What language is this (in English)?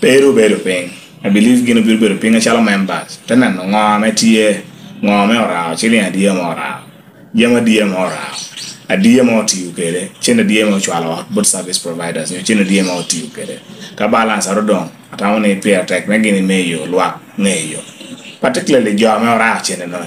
Lango (Uganda)